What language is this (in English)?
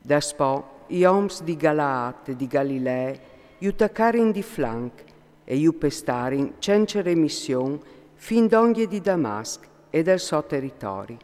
Friulian